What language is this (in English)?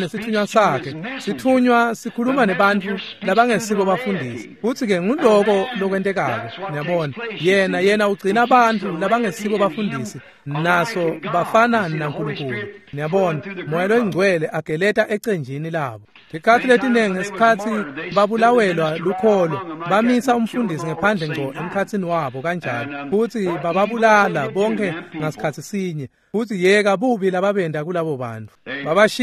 Swati